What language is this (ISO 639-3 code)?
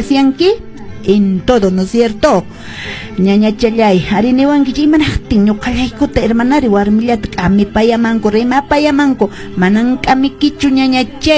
que